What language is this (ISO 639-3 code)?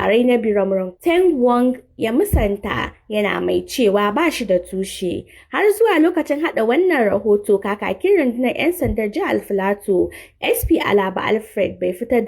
hau